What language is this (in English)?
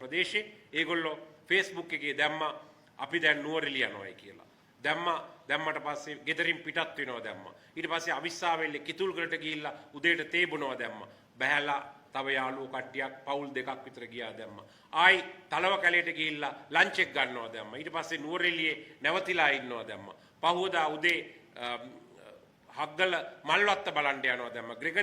Sinhala